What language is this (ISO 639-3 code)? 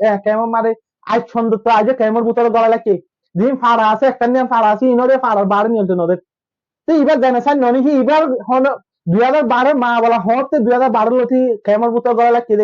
rhg